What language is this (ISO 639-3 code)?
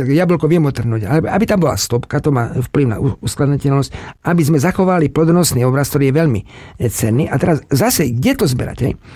slk